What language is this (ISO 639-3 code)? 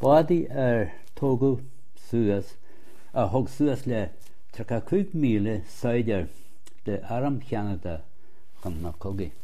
gle